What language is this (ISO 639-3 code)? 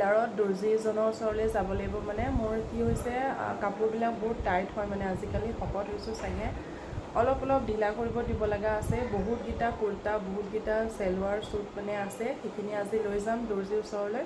asm